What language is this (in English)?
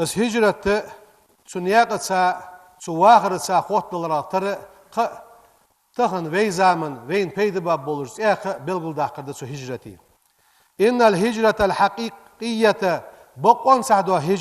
Ingush